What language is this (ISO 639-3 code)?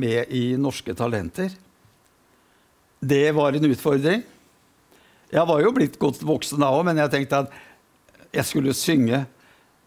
nor